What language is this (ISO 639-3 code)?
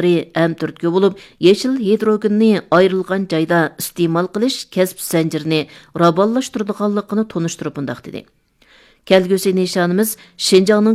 uig